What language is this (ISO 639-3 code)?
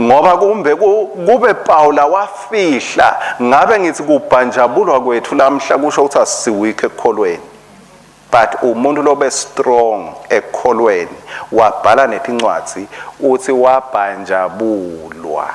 ssw